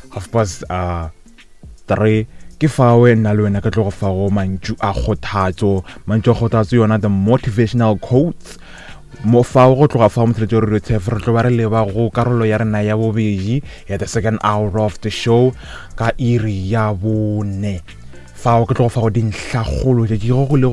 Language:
Northern Sotho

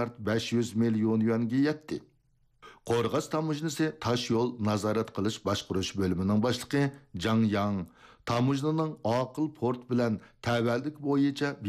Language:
Uyghur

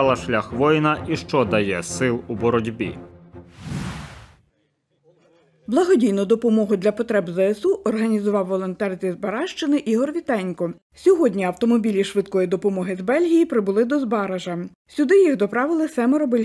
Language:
Ukrainian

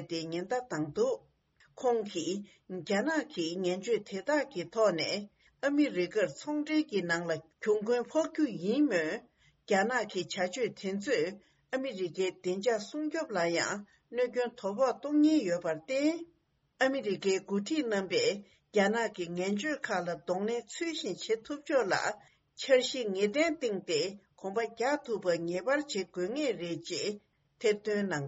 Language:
Tibetan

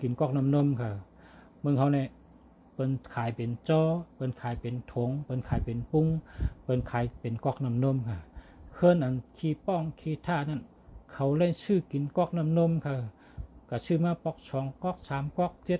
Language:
Shan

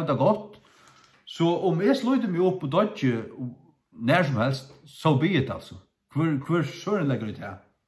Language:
Faroese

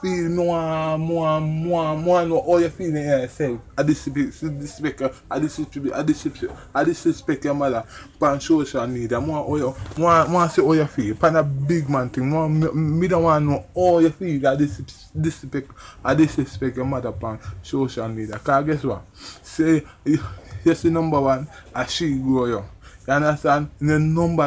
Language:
Jamaican Creole English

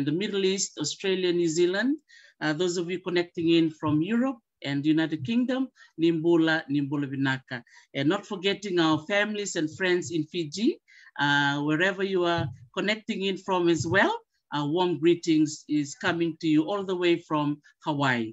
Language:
Fijian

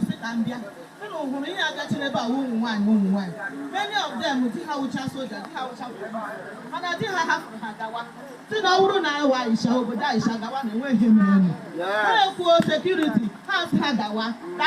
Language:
Igbo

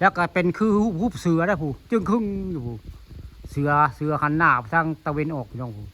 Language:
Northeastern Thai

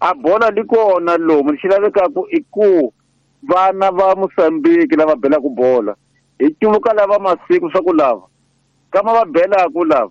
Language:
Tsonga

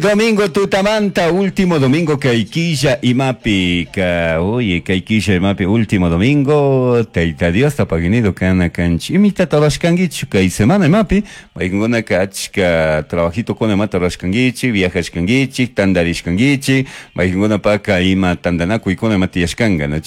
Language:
Chimborazo Highland Quichua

